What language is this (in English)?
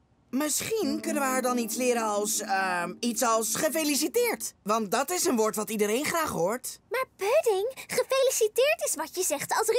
Dutch